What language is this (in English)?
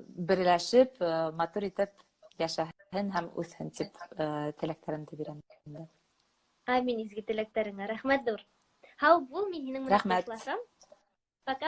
Bashkir